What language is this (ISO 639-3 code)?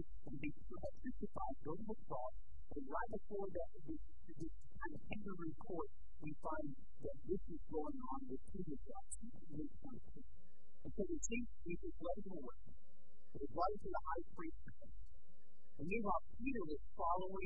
eng